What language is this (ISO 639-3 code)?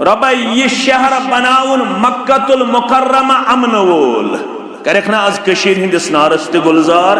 kas